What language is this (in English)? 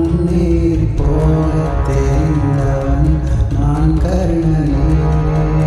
Tamil